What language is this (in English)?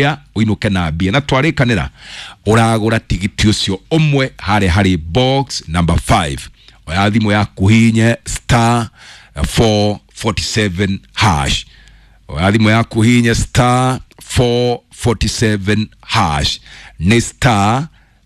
Kikuyu